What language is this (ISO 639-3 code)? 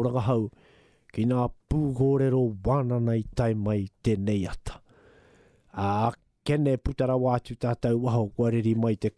mri